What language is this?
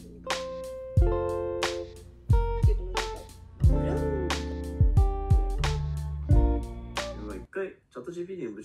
Japanese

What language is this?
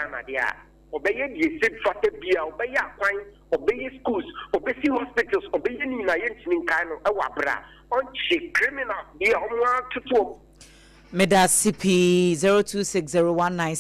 Akan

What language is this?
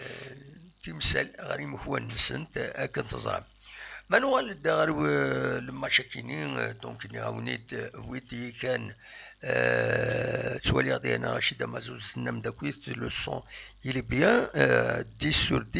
Kabyle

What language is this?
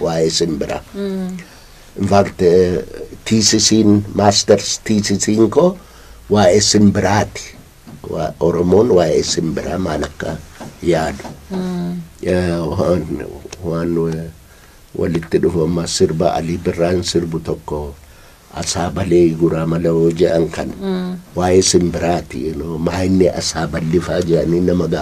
Oromo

